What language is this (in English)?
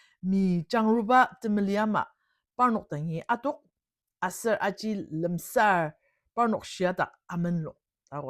Ao Naga